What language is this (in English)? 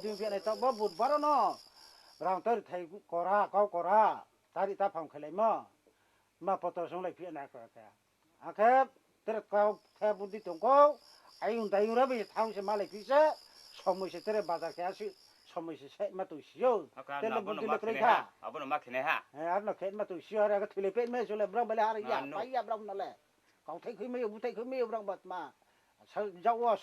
Riang (India)